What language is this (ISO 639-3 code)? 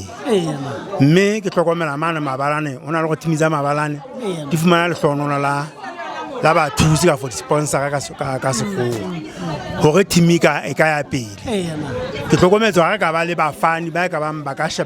sot